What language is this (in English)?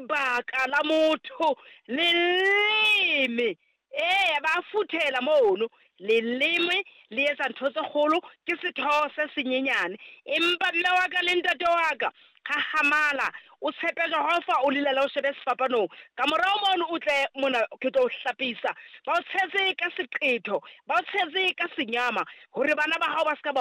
Southern Sotho